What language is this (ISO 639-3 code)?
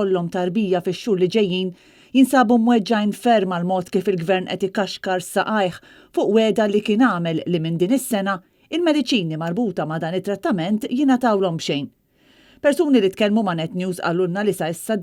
mlt